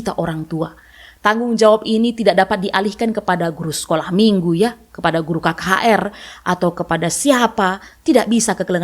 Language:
Batak Karo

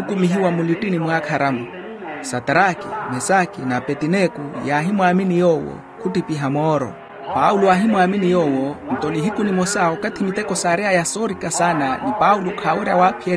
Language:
Makhuwa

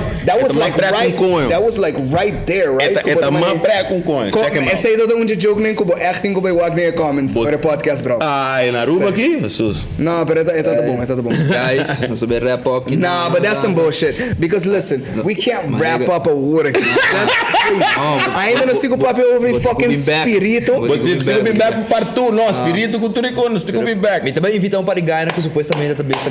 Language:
Papiamento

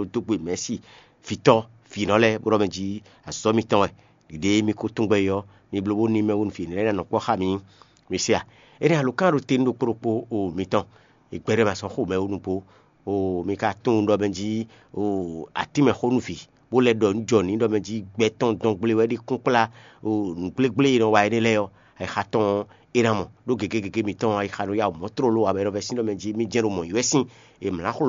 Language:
Fon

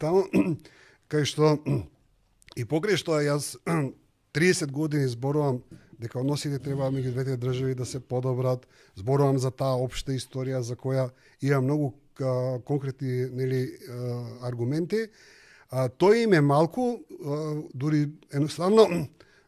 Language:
Macedonian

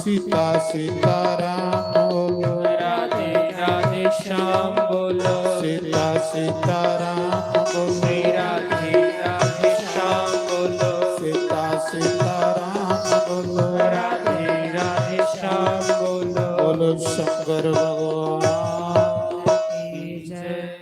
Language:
Dogri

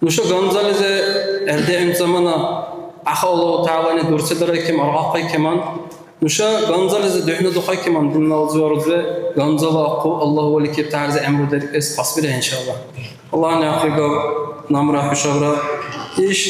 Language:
Dargwa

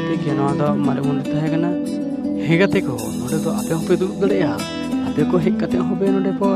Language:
Santali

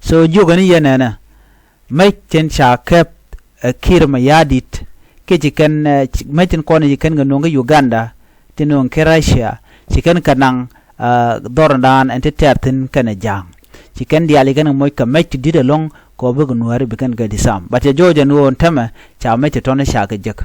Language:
Nuer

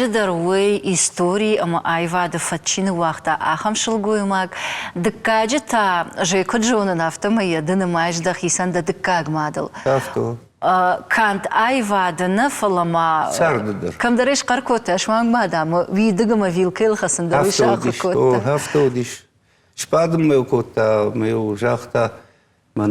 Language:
Ossetic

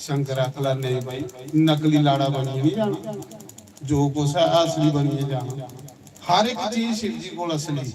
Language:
Dogri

